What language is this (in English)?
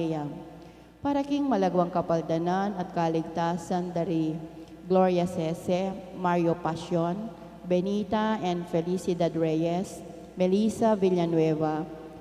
Pampanga